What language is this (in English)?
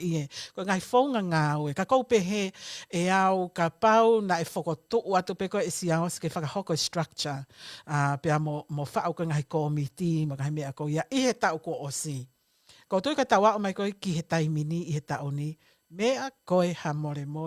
Tongan